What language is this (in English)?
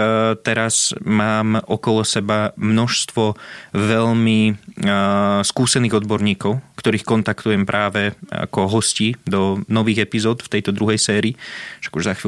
Slovak